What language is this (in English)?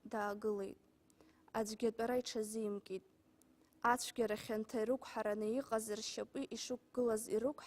Abkhazian